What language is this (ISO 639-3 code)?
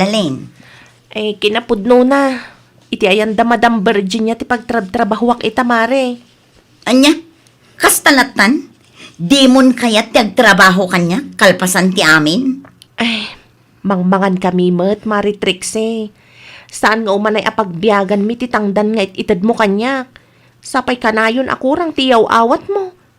ilo